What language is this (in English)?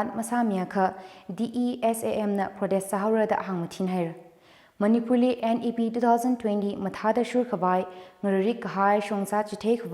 Tangkhul Naga (India)